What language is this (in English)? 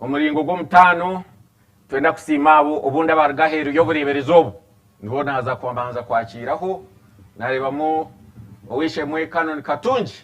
Nyankole